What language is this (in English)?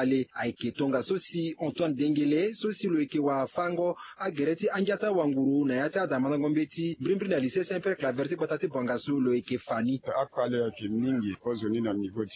Sango